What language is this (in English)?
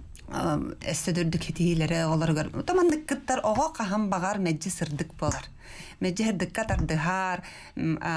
Yakut